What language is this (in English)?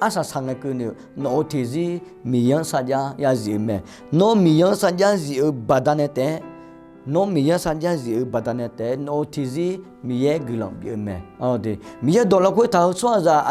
Akha